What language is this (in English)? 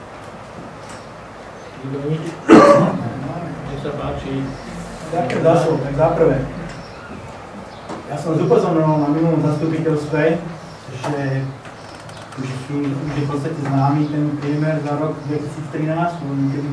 Slovak